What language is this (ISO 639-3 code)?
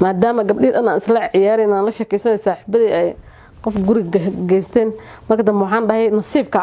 som